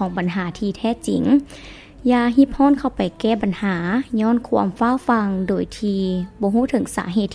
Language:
Lao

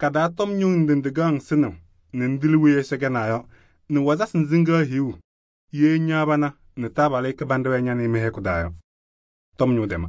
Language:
Kabiyè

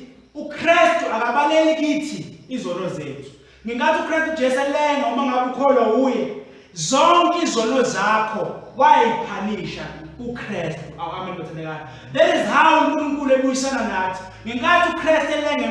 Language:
Zulu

